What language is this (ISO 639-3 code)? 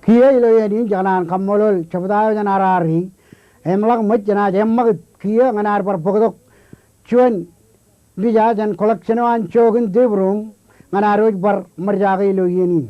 mah